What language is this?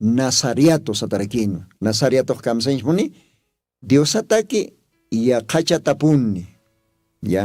Aymara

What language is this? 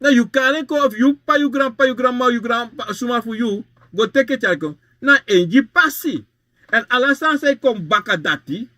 Sranan Tongo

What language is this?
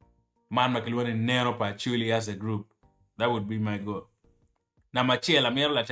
Acoli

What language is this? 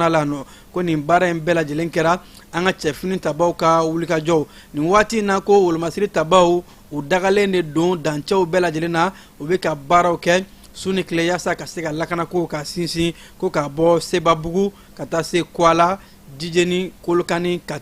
Bambara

